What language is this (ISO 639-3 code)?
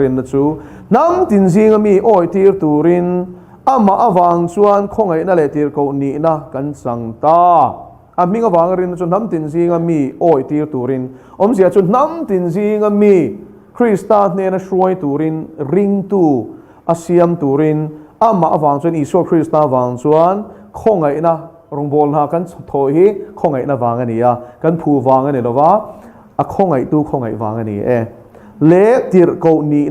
lus